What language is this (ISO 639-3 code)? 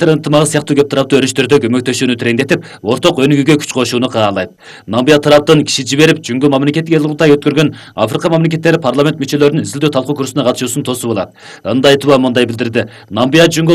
kir